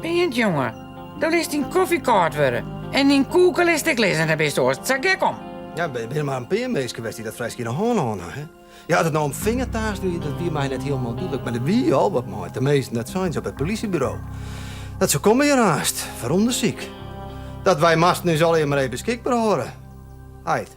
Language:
Western Frisian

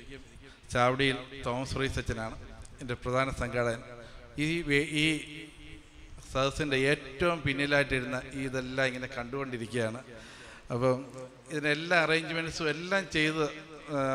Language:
Malayalam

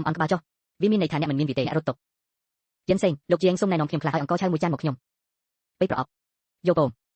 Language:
Khmer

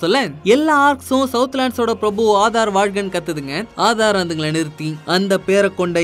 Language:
Tamil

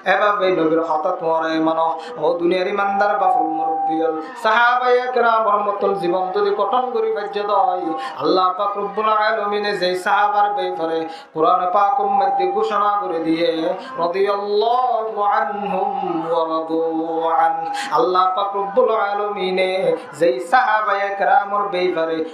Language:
Rohingya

